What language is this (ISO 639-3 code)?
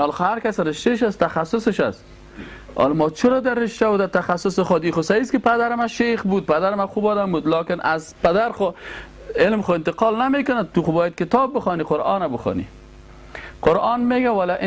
fas